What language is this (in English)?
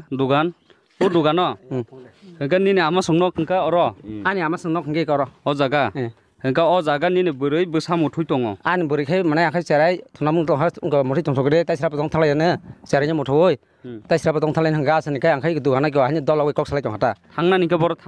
Kok Borok